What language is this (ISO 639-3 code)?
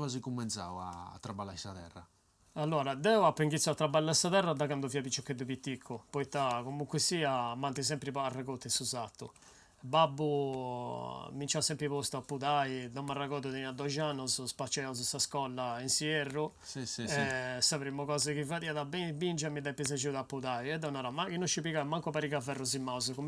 srd